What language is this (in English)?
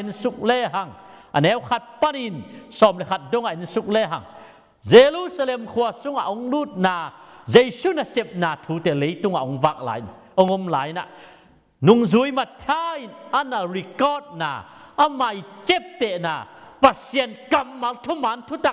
Tedim Chin